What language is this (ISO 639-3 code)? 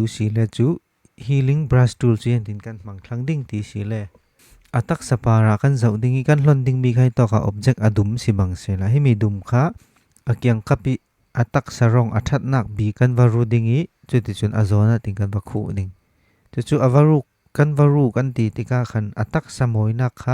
cfm